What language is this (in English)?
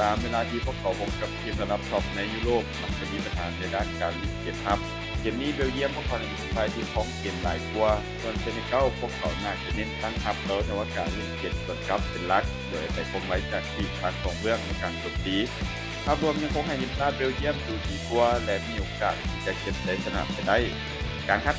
Lao